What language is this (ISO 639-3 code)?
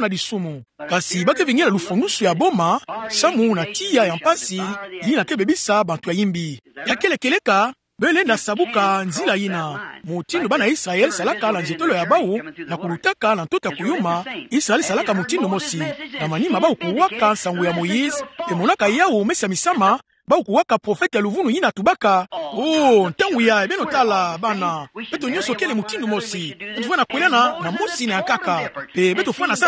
ktu